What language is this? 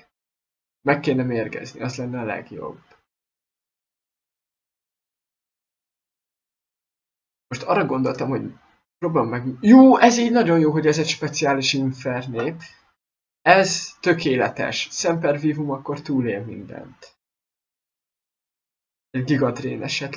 Hungarian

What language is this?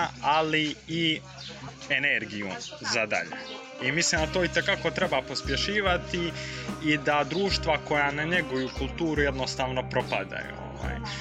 Croatian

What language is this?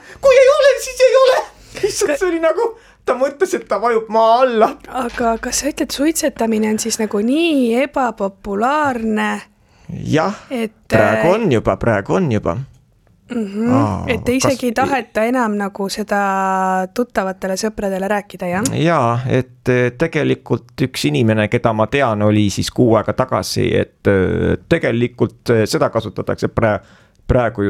Estonian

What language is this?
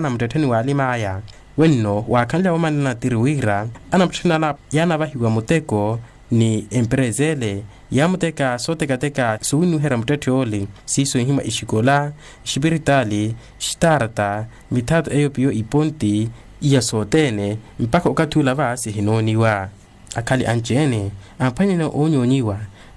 Makhuwa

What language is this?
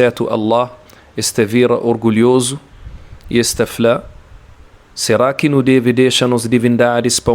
Kabuverdianu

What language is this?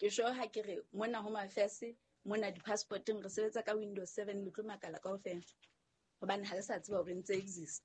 Southern Sotho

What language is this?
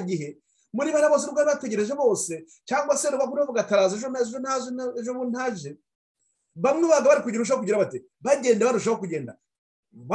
Kinyarwanda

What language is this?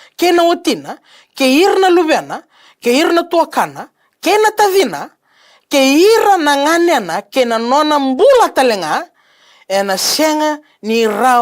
Fijian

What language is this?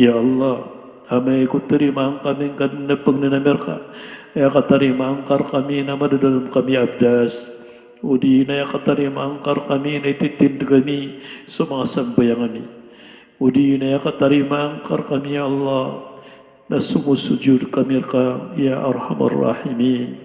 Maranao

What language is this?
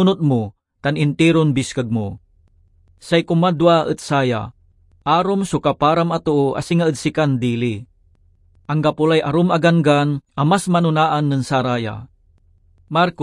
Pangasinan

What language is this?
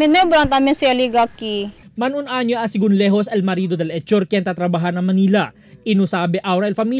Chavacano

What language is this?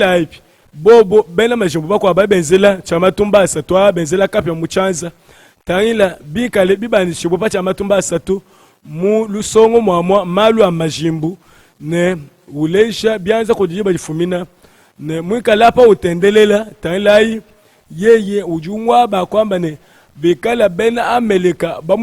Luba-Lulua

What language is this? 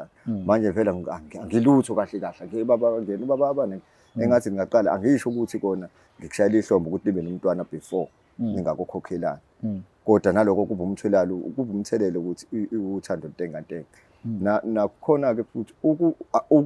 Zulu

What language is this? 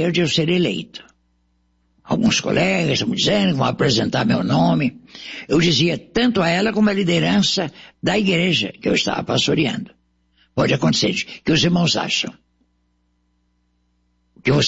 Portuguese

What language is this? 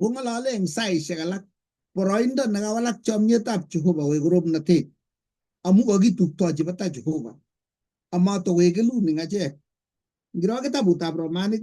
Kalenjin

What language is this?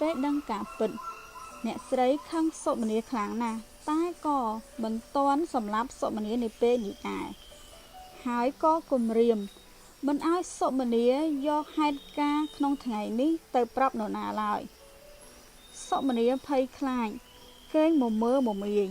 Khmer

